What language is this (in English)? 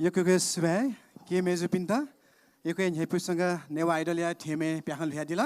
Newari